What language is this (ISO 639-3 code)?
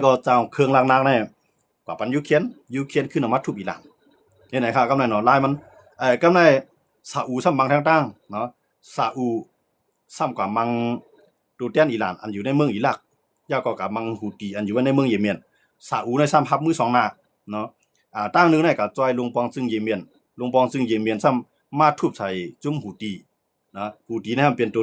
shn